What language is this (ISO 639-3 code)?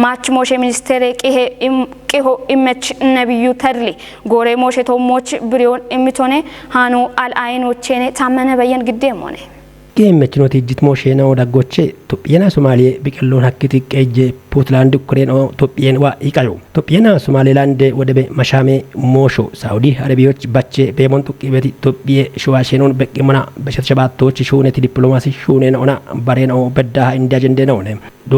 kbr